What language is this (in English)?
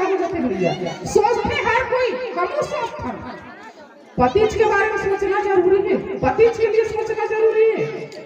Chhattisgarhi